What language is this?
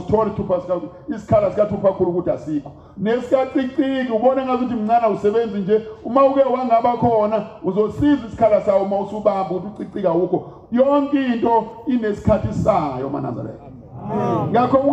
Zulu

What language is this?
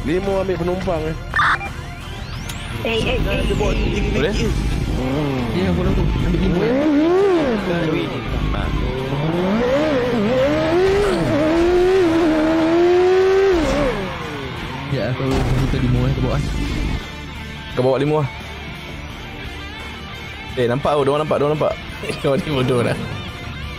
Malay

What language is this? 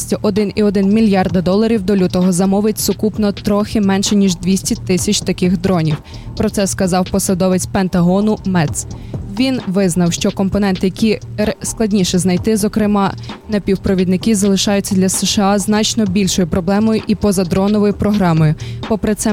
Ukrainian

